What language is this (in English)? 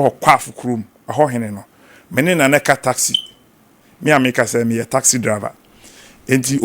Akan